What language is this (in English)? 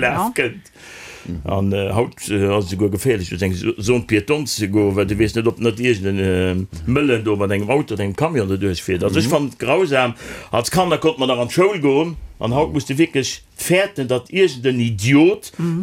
Luxembourgish